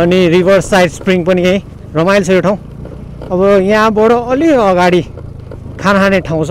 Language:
Nepali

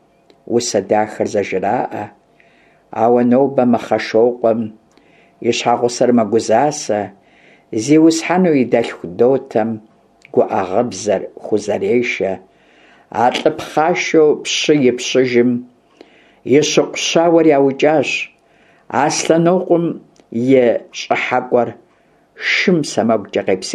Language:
Kabardian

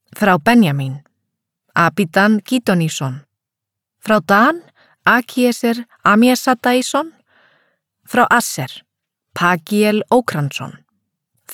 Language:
Icelandic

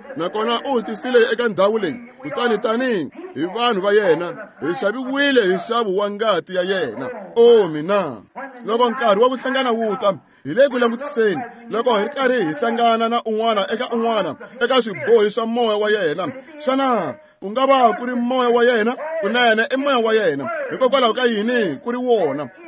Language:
Tsonga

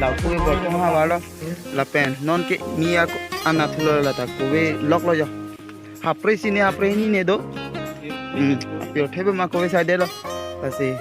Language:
Karbi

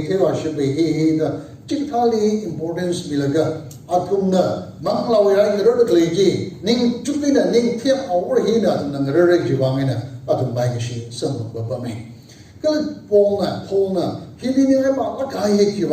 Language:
Tangkhul Naga (India)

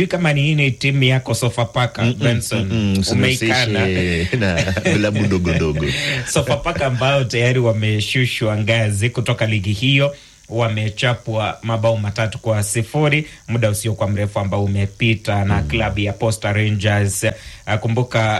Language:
Swahili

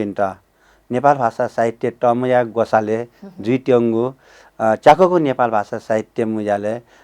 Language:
Newari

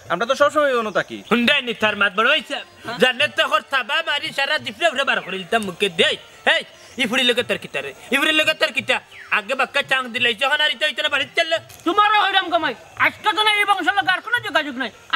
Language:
Sylheti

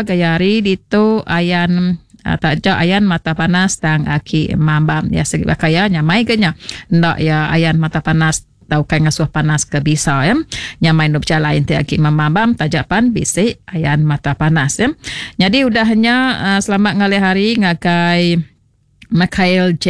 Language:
Iban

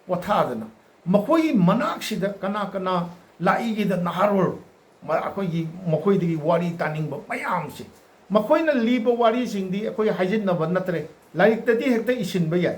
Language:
Manipuri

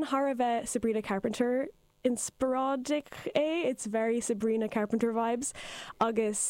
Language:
Irish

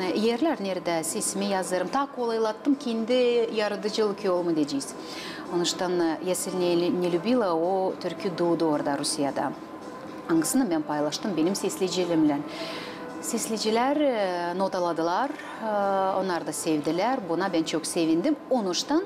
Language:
Gagauz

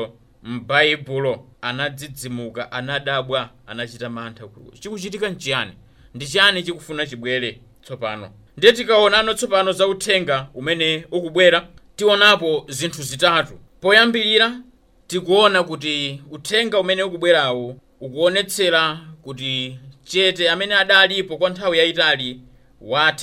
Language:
Nyanja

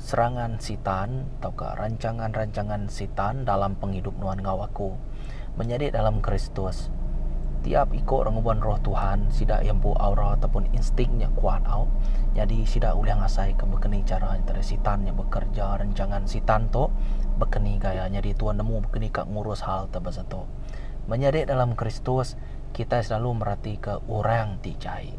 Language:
Iban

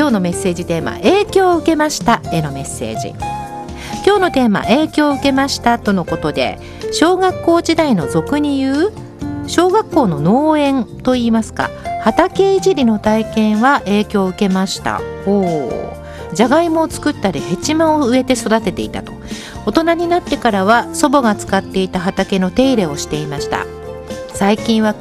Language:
Japanese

